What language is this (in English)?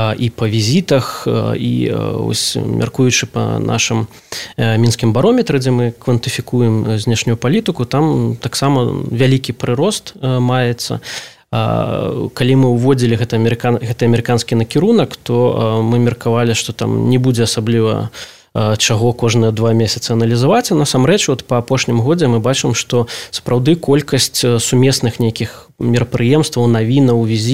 Belarusian